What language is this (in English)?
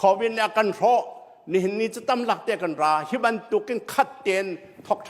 Hakha Chin